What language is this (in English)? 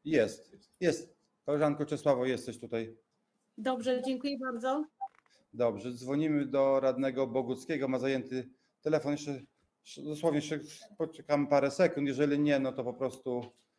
Polish